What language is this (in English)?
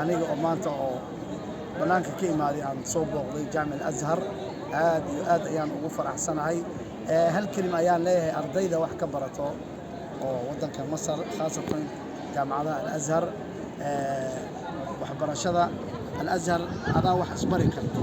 Somali